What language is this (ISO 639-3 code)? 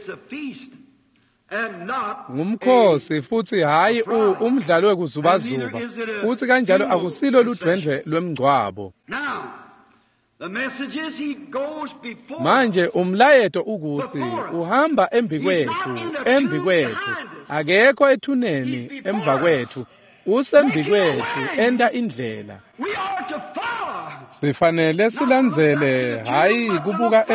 ssw